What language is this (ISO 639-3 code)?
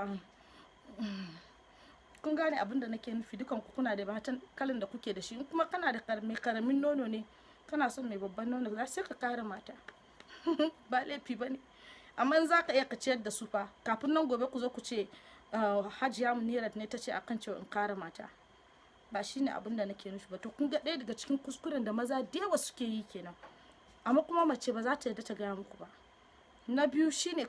hau